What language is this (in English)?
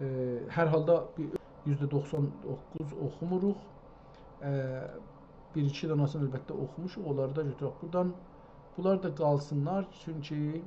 South Azerbaijani